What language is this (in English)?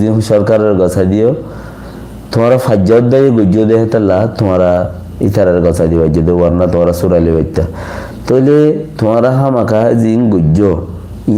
Rohingya